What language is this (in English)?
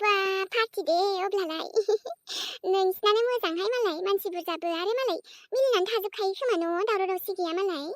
Bodo